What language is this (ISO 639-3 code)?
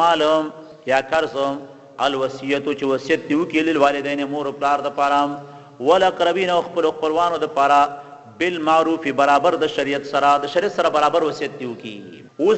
pus